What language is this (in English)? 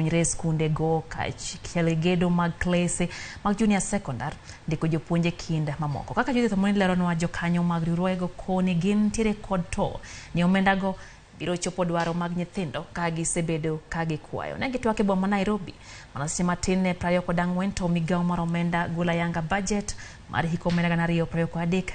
Luo (Kenya and Tanzania)